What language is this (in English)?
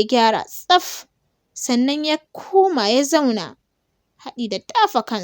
Hausa